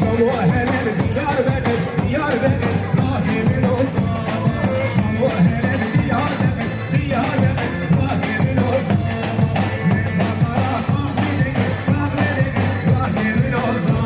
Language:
Kurdish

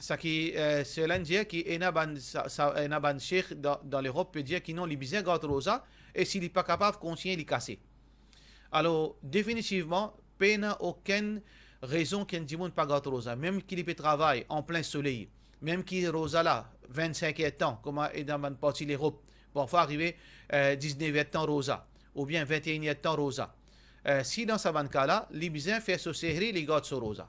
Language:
Morisyen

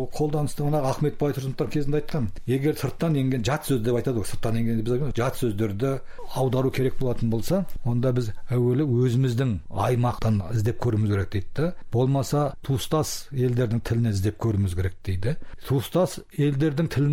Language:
Kazakh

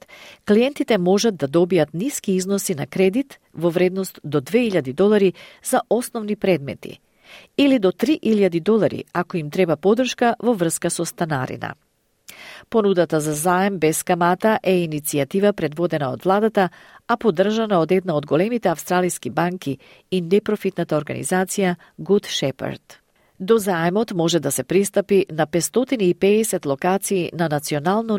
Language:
Macedonian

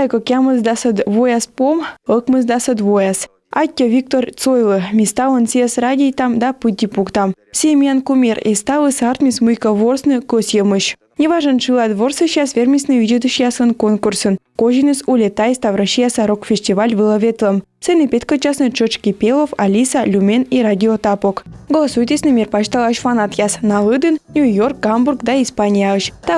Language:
Komi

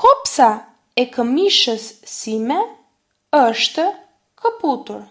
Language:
Albanian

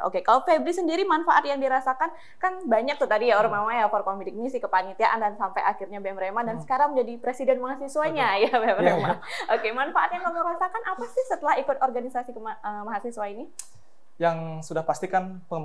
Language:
Indonesian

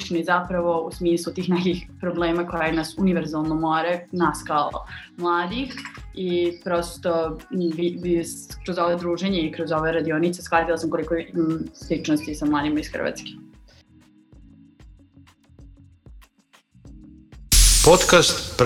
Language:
Croatian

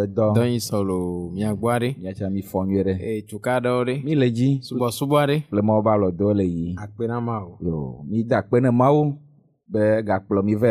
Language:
Ewe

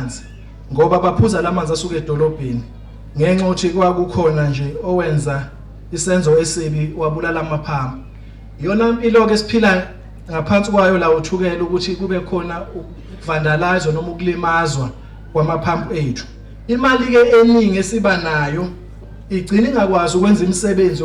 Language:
Zulu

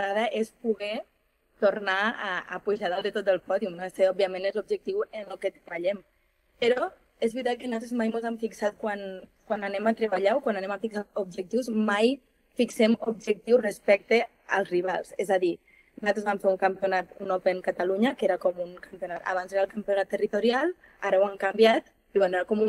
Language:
Catalan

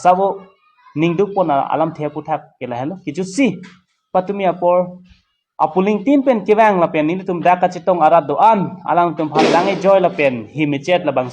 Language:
Karbi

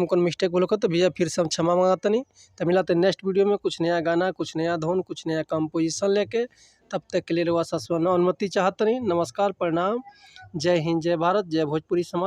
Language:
Bhojpuri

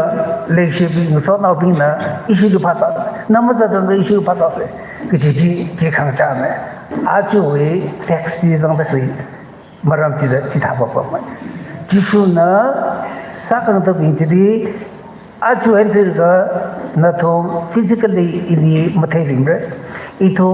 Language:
Tangkhul Naga (India)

